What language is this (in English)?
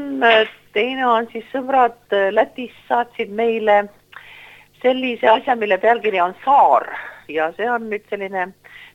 Estonian